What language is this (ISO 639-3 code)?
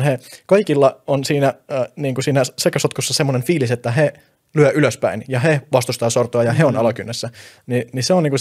fin